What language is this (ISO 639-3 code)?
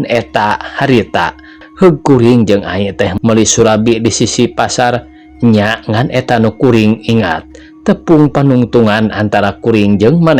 sun